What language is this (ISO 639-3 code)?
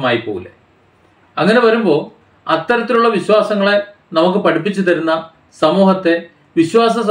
mal